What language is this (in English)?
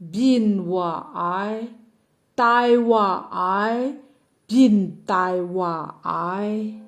Kachin